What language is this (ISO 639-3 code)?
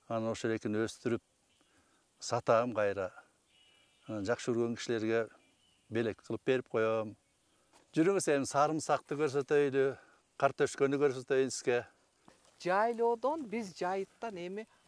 kir